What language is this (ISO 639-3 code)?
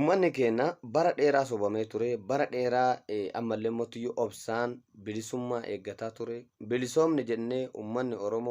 orm